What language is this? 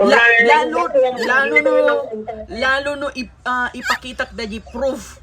Iloko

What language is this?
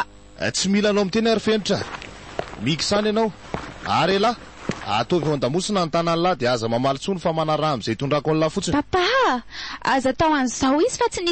Malagasy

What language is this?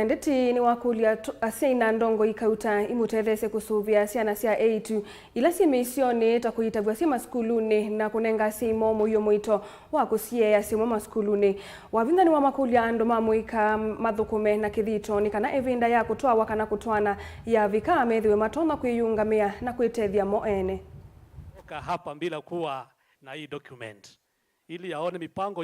Kamba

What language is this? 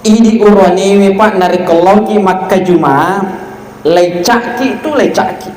Buginese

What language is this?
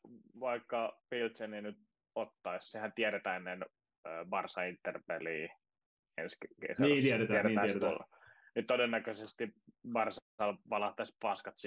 Finnish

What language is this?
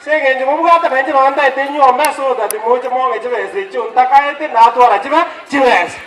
Gusii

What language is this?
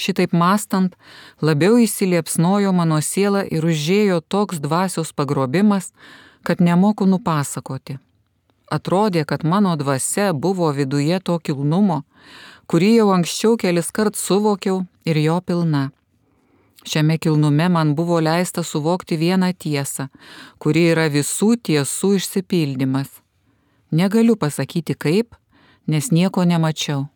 Lithuanian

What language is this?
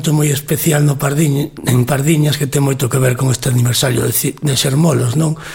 Galician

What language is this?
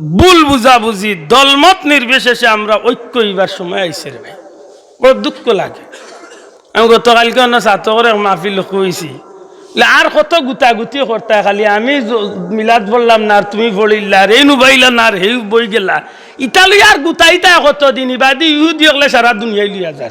Sylheti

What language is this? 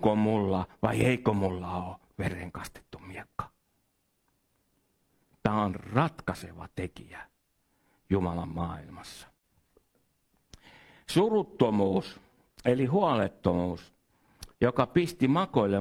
Finnish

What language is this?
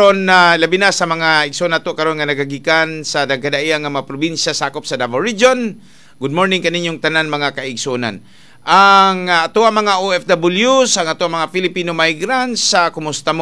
Cebuano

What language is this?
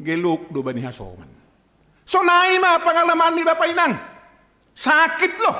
Batak Simalungun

